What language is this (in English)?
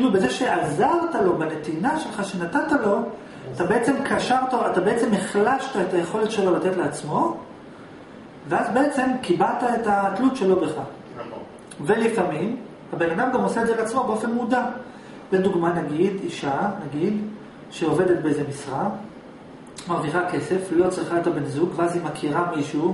Hebrew